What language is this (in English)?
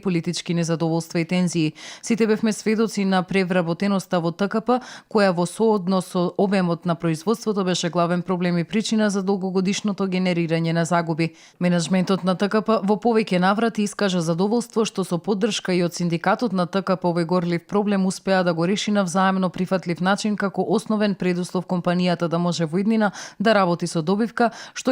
Macedonian